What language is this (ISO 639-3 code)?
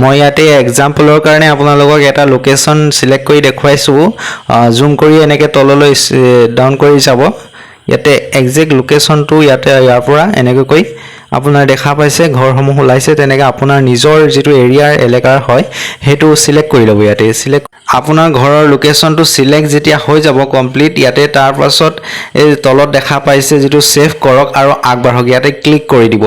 asm